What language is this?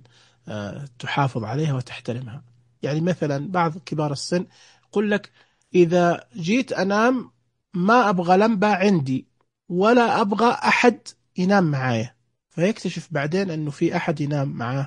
Najdi Arabic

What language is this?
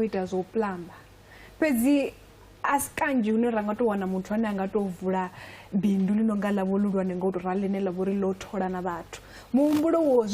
Venda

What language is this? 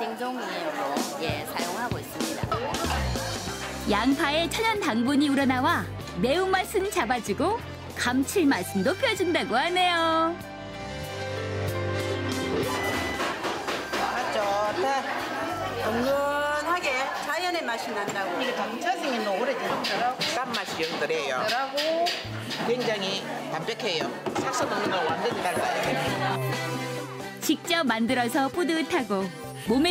Korean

